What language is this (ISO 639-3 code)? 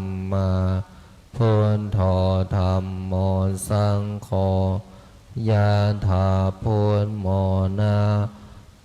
pli